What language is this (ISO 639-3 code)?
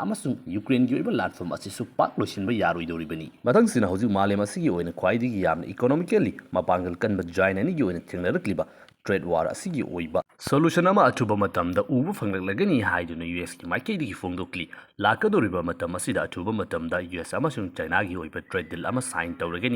mni